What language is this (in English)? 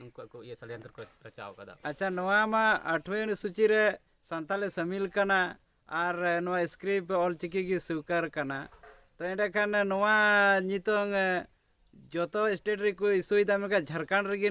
Santali